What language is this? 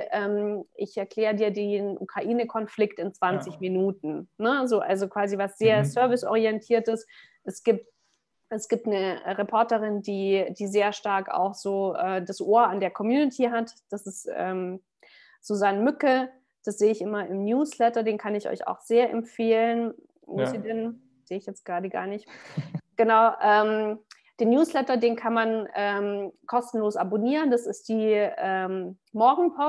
German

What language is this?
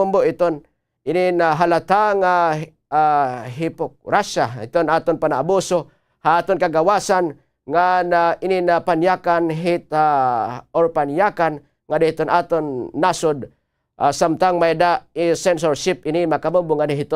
Waray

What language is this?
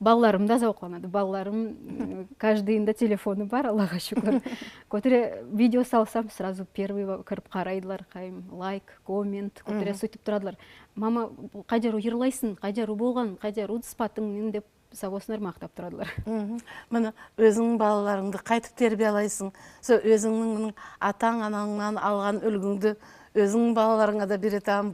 Nogai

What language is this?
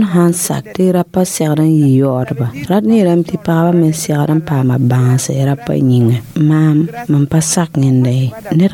Mossi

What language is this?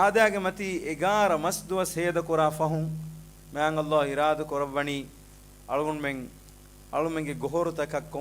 Divehi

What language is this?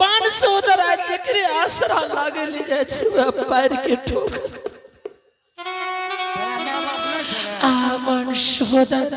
Angika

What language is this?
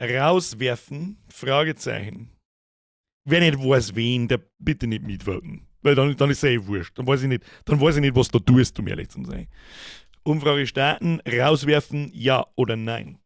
Bavarian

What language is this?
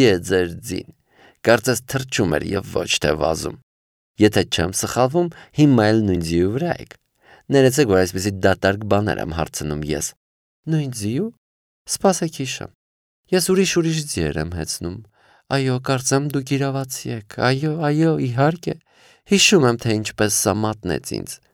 Armenian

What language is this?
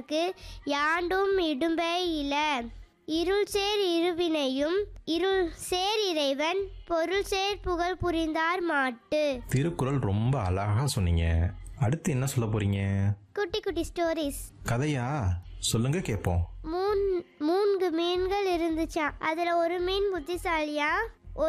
Tamil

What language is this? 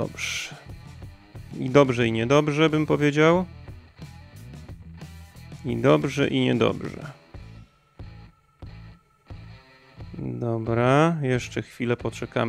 Polish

